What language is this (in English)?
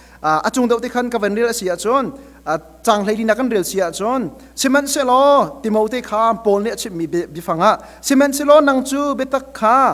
Hakha Chin